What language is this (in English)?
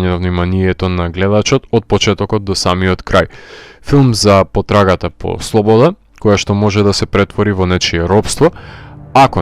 Macedonian